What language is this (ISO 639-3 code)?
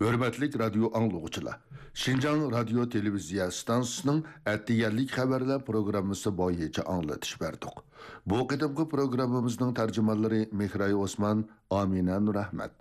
uig